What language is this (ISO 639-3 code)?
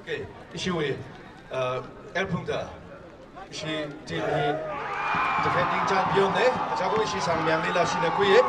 nmf